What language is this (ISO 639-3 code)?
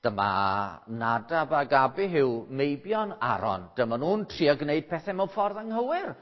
cym